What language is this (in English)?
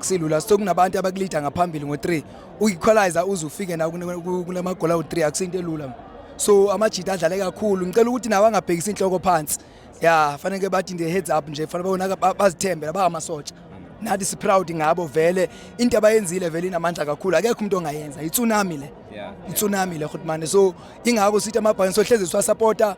Zulu